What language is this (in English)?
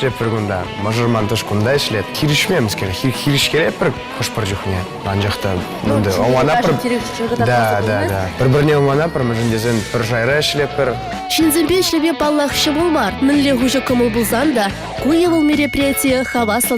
Chuvash